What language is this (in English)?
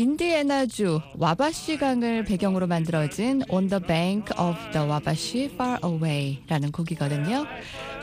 Korean